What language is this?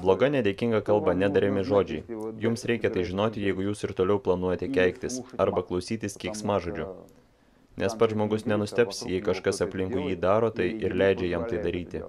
Lithuanian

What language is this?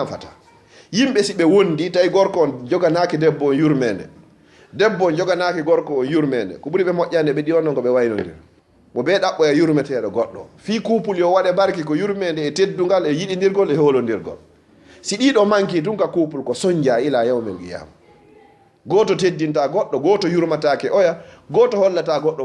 Fula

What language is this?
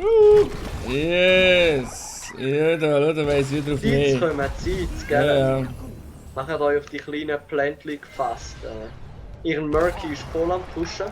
Swiss German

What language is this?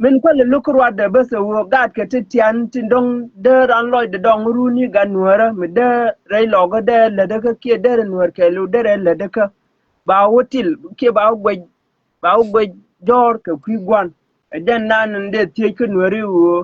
Nuer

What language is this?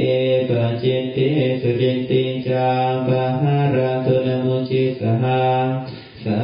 Pali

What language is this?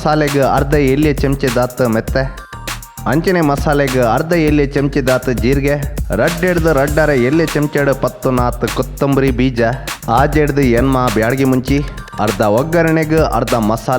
Tulu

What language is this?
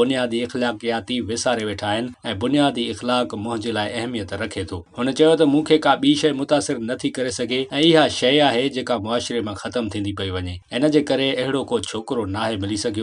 Sindhi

